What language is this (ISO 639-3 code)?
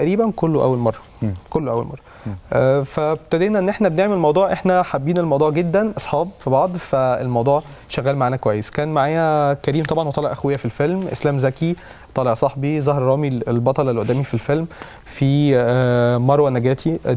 arz